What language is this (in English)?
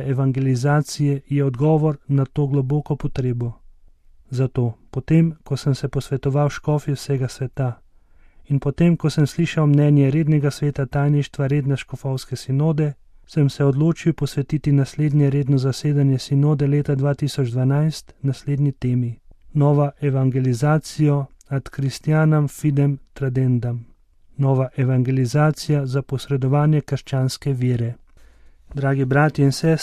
Slovenian